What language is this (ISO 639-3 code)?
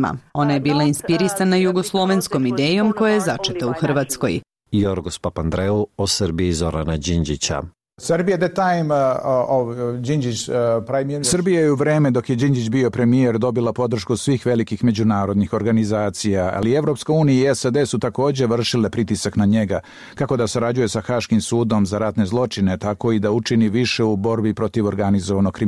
srp